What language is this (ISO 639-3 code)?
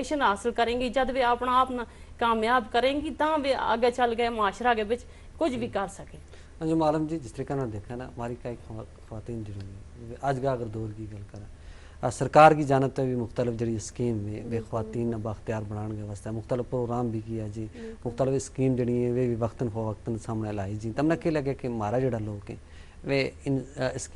gju